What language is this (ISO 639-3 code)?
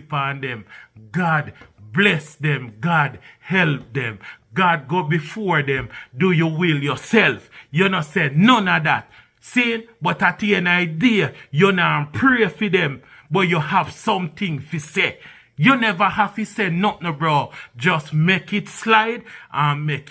jam